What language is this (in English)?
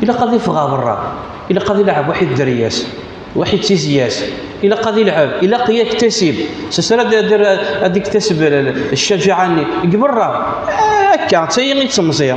Kabyle